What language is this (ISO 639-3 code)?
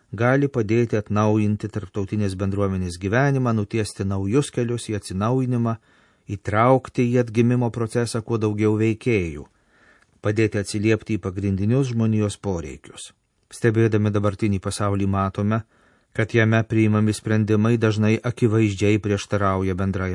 lit